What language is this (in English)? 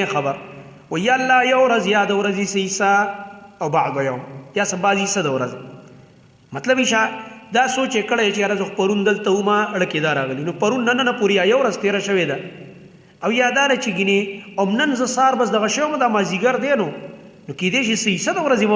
Pashto